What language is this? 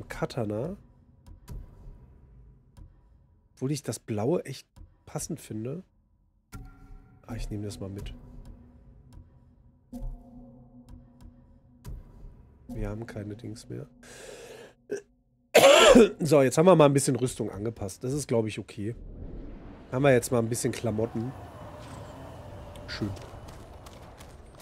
German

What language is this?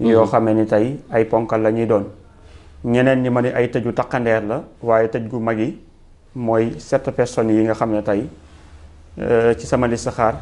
Wolof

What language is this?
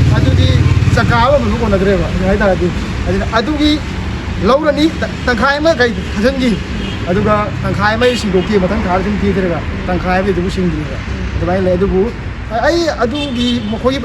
Manipuri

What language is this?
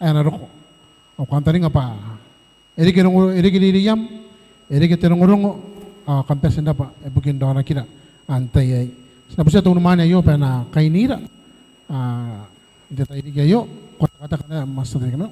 Gilbertese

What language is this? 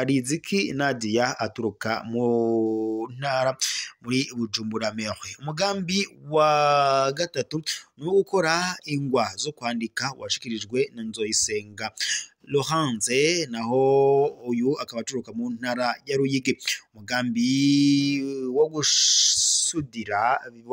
Rundi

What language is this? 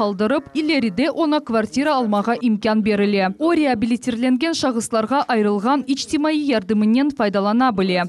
Crimean Tatar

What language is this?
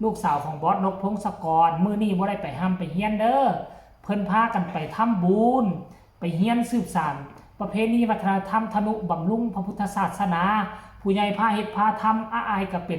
Northeastern Thai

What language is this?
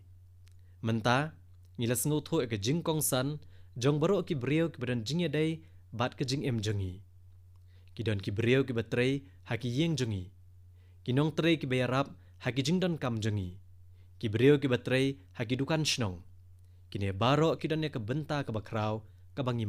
Khasi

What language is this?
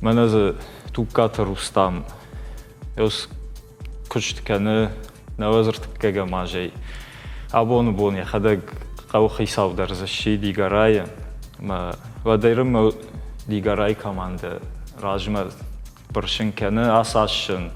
Ossetic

